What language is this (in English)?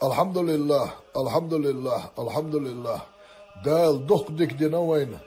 Chechen